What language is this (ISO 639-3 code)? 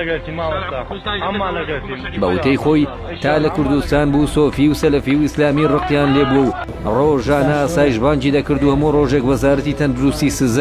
ckb